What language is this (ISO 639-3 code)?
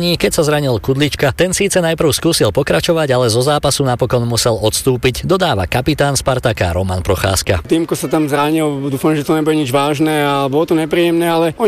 slk